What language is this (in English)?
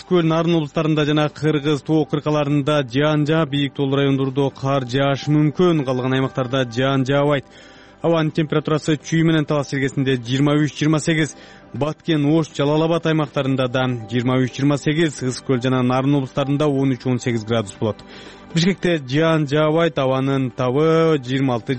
Kyrgyz